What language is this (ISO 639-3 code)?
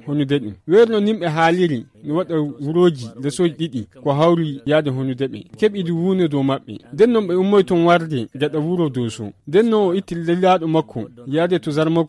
ful